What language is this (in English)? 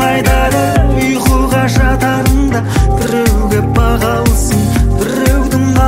Kazakh